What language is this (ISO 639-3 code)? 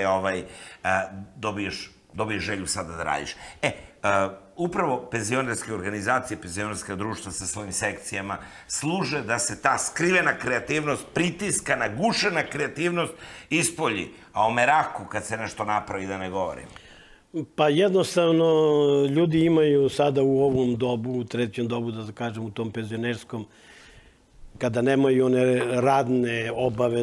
srp